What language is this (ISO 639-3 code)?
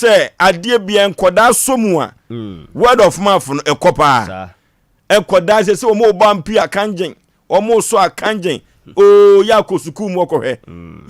aka